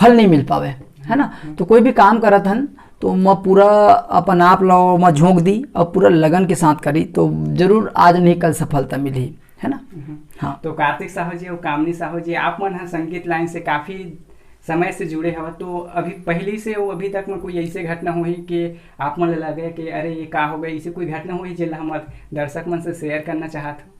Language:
Chhattisgarhi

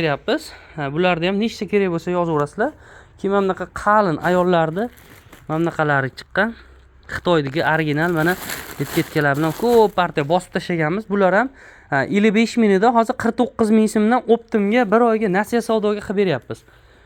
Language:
Uzbek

